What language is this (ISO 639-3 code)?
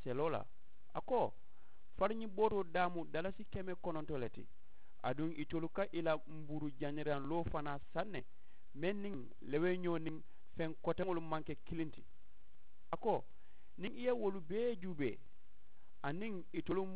man